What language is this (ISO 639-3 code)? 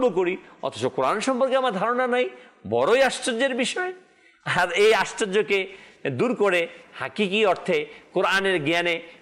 ben